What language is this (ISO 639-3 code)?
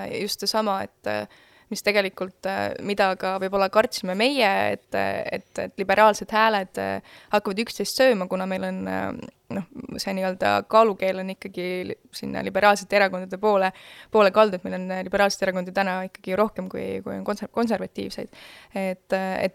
est